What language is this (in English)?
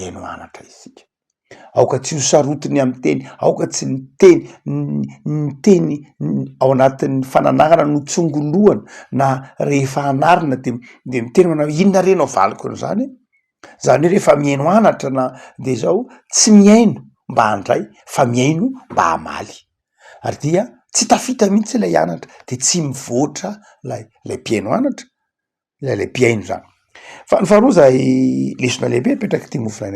Malagasy